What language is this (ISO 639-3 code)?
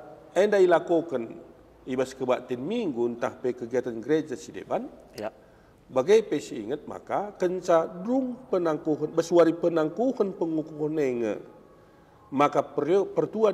btx